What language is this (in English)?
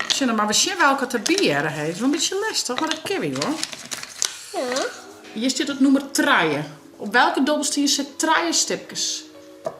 Western Frisian